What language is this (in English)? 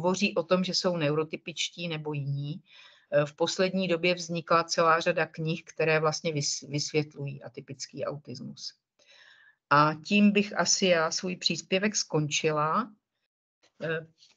Czech